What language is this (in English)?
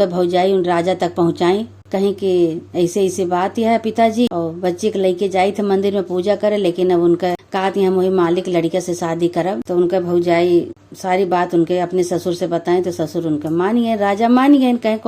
Awadhi